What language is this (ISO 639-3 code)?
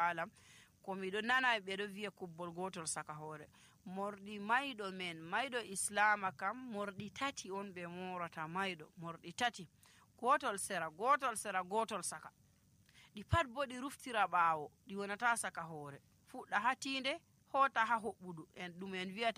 fuv